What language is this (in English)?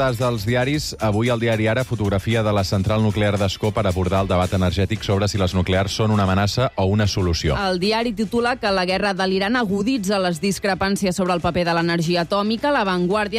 Catalan